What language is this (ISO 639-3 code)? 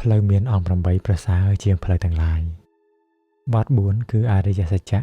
khm